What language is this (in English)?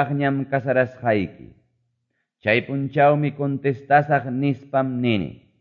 Quechua